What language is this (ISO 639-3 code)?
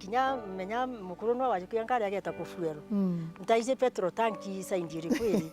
mer